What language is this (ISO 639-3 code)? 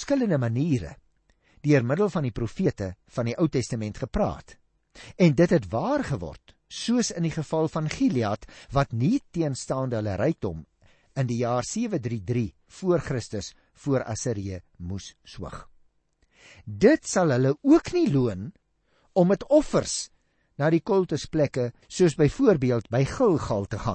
afr